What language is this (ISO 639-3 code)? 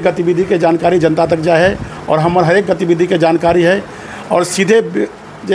mai